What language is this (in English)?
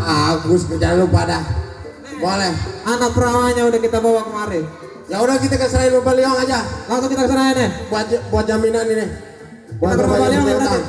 Betawi